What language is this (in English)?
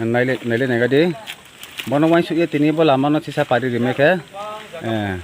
Riang (India)